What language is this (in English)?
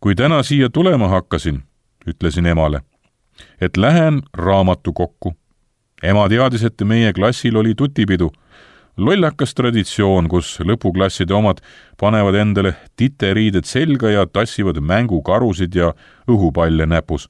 Estonian